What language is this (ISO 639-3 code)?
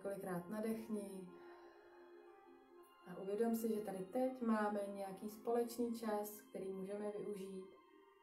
ces